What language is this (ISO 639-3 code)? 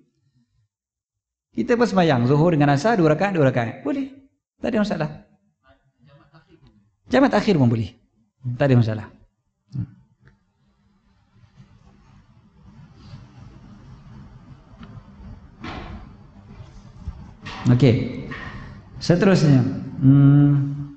msa